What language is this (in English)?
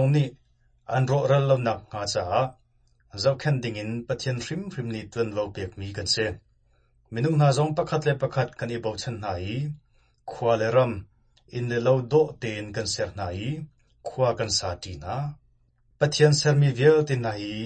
Hakha Chin